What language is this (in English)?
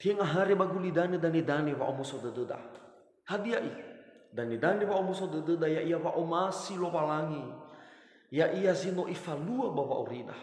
Nias